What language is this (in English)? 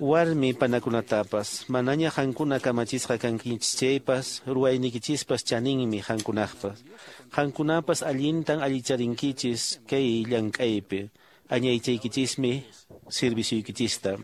Quechua